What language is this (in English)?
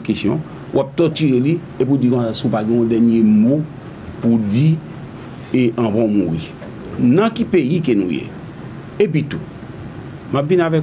Haitian Creole